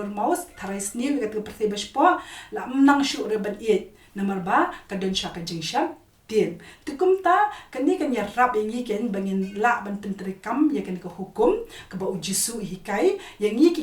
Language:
Khasi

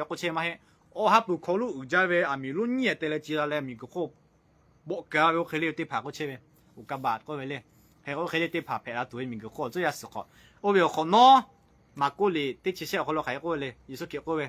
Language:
Lahu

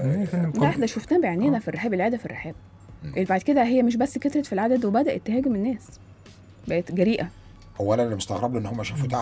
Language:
Egyptian Arabic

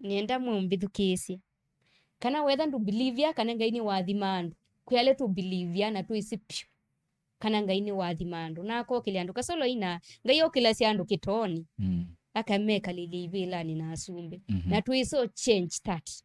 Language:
Kamba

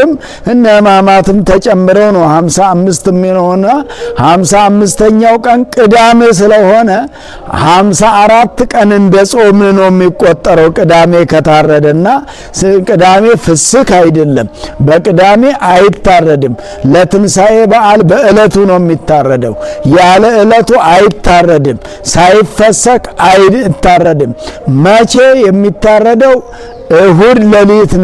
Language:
Amharic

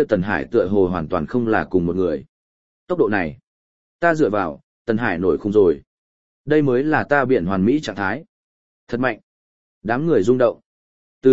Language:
Vietnamese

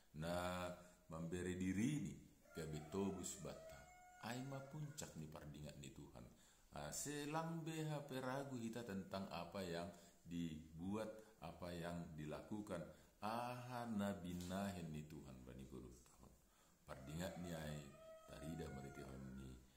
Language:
Batak Simalungun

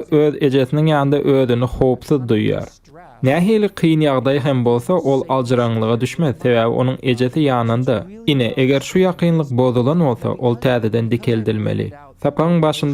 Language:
Turkmen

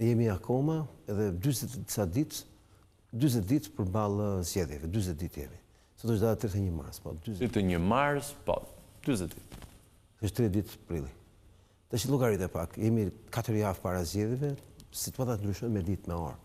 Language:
Albanian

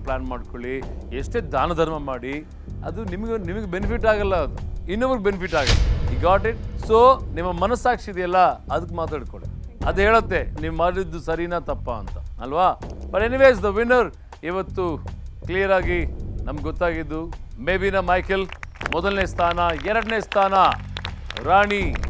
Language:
Kannada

